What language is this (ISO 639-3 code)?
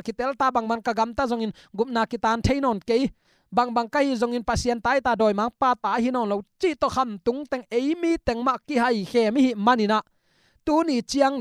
ctd